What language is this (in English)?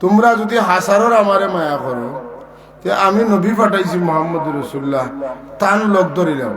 Sylheti